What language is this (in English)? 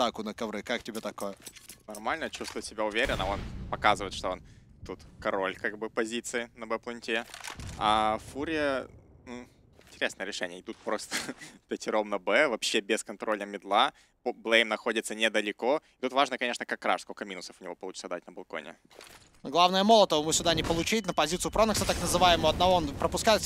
Russian